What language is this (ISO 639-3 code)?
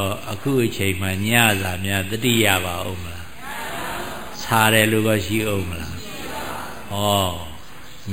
mya